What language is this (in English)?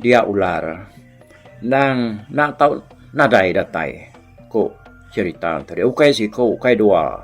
Iban